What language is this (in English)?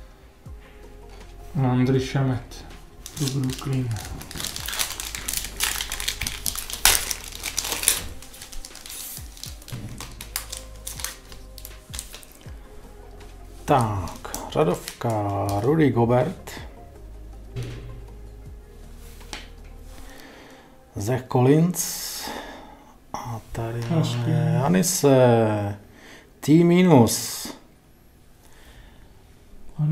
Czech